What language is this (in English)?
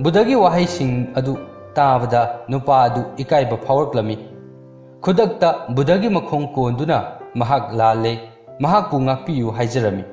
Manipuri